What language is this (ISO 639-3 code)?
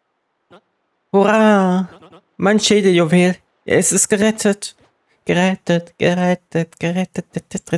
deu